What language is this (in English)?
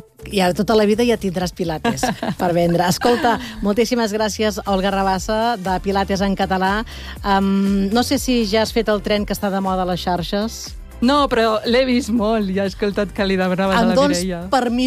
Catalan